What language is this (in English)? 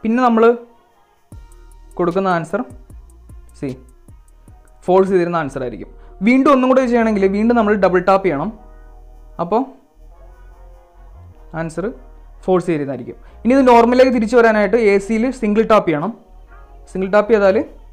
Malayalam